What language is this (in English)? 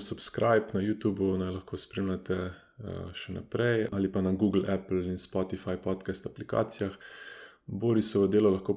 Slovenian